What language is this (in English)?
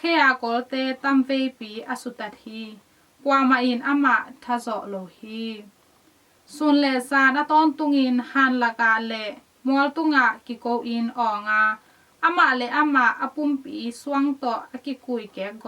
Tedim Chin